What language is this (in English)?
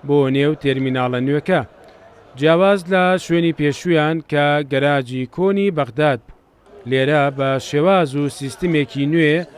Central Kurdish